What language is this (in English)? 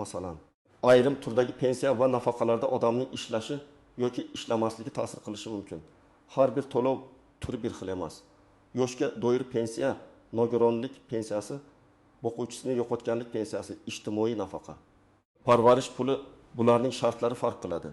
Uzbek